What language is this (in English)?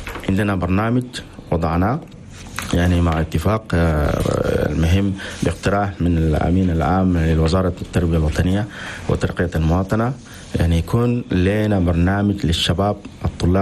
Chadian Arabic